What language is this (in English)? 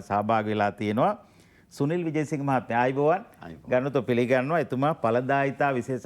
Sinhala